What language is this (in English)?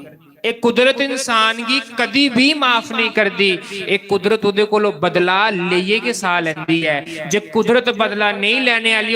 Dogri